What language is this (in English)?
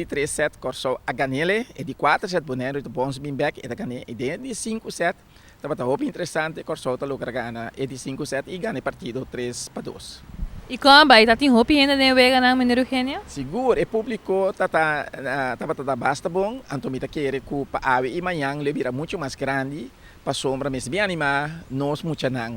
Papiamento